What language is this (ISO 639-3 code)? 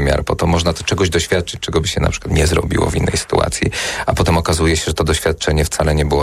pol